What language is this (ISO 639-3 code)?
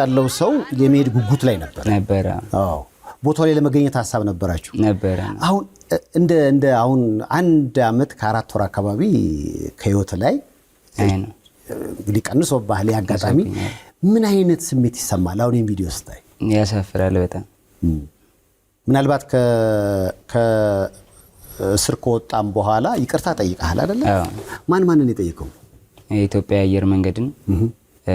amh